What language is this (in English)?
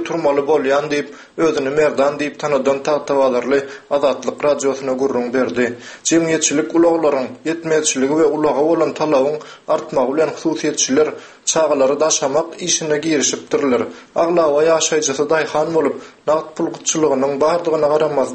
Turkmen